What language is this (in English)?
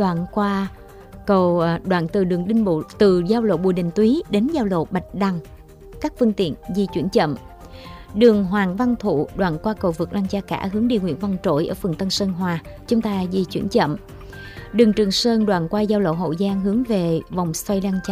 Vietnamese